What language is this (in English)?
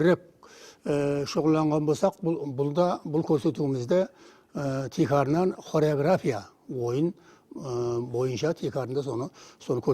Kara-Kalpak